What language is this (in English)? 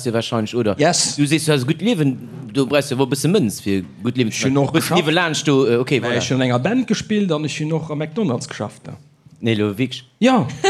Luxembourgish